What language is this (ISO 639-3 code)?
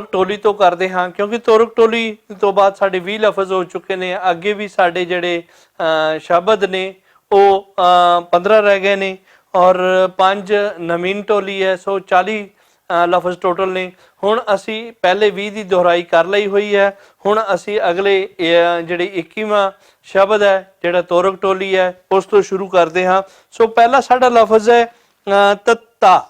lah